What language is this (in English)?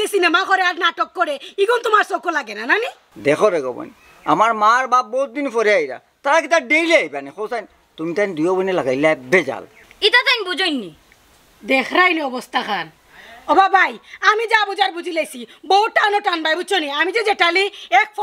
Sylheti